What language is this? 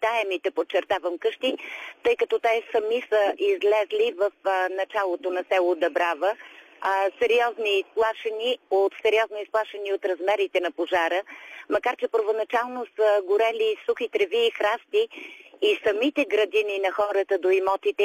Bulgarian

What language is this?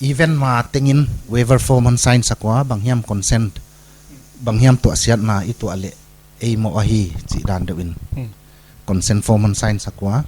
Paite Chin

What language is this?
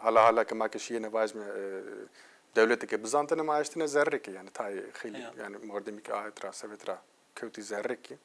Zaza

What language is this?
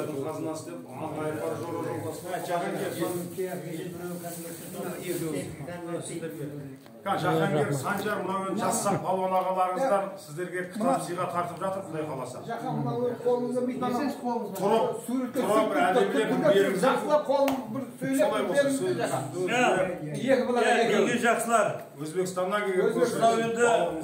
Kazakh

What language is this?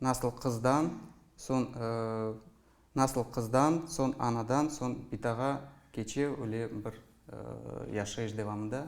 Crimean Tatar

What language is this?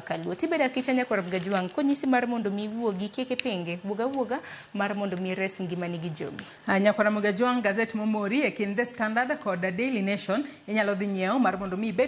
Luo (Kenya and Tanzania)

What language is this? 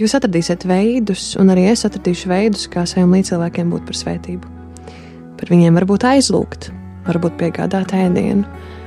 Latvian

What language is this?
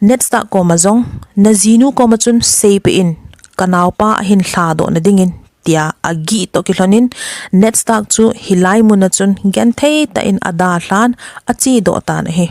Thado Chin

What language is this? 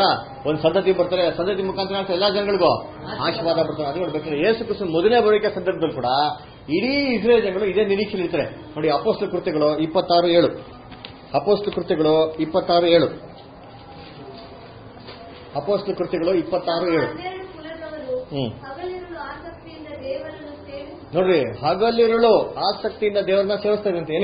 Kannada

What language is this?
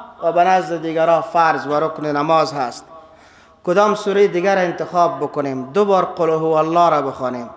Persian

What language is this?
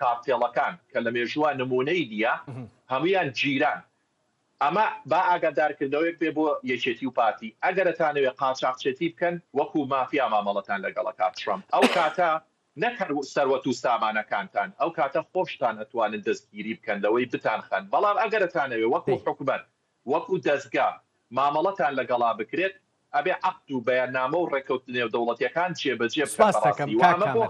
Central Kurdish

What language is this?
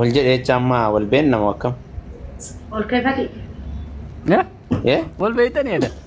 Oromo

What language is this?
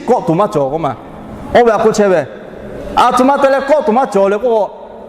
Lahu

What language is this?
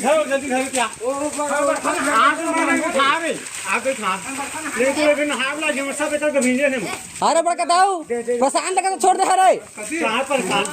Chhattisgarhi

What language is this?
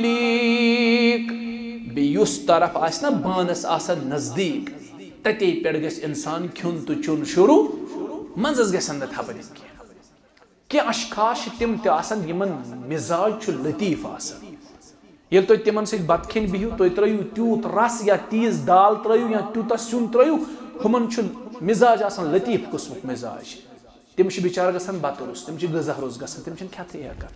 Kashmiri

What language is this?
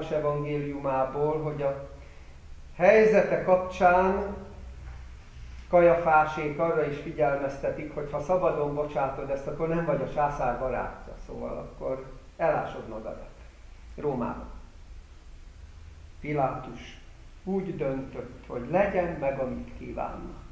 Hungarian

